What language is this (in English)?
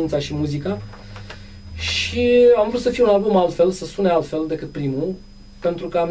Romanian